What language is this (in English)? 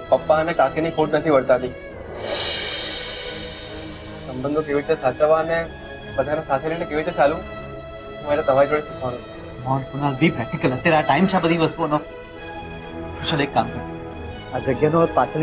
Gujarati